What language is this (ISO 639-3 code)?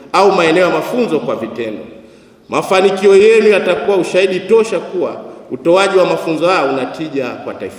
swa